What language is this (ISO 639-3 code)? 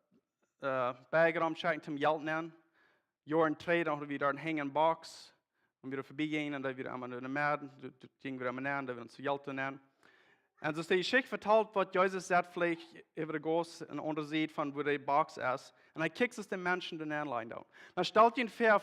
pdt